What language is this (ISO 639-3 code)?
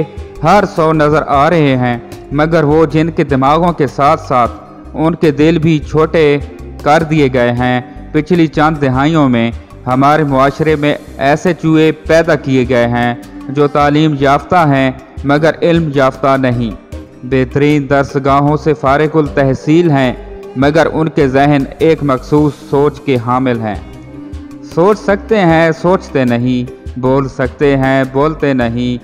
urd